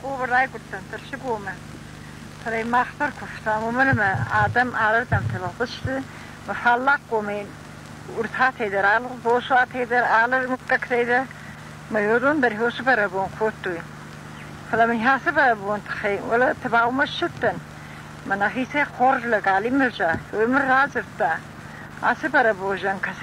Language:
Ossetic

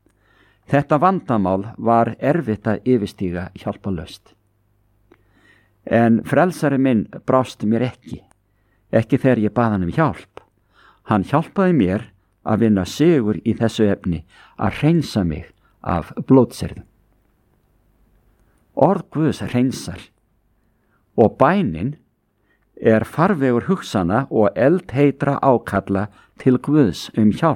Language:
Icelandic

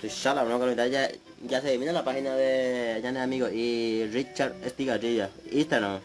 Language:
Guarani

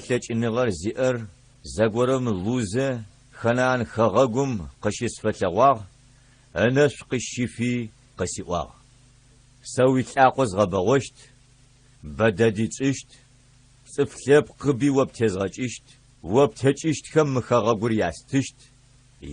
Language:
Adyghe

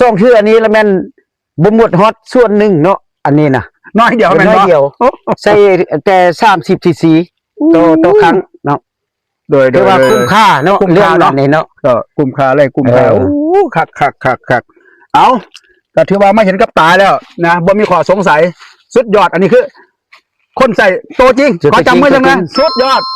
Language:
Lao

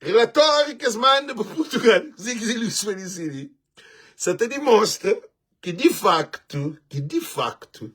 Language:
Kabuverdianu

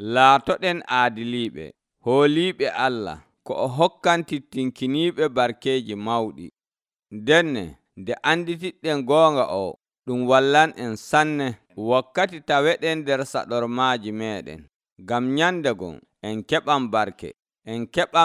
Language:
Nigerian Fulfulde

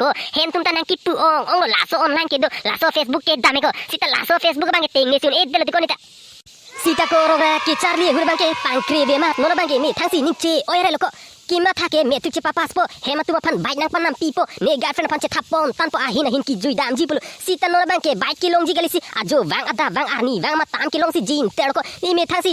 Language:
Karbi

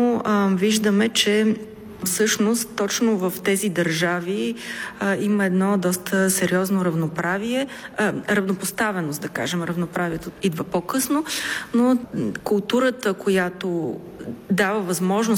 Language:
Bulgarian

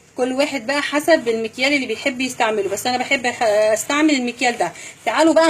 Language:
Egyptian Arabic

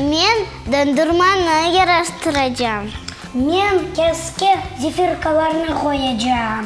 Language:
Crimean Tatar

